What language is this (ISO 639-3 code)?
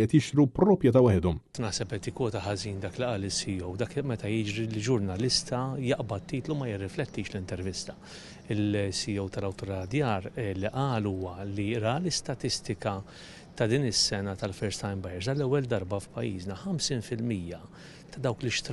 mlt